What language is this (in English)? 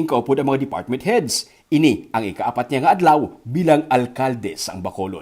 Hiligaynon